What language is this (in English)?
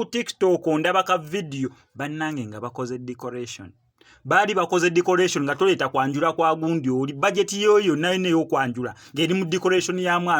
Ganda